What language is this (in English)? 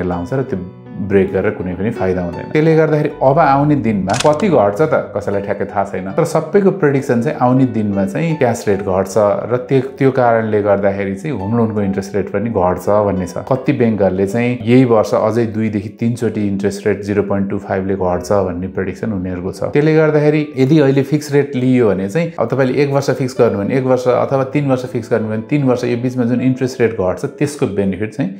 Nepali